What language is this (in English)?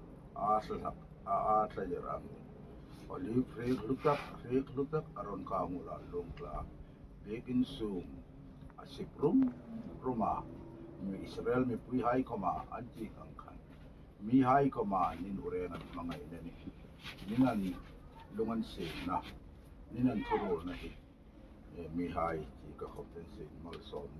Hmar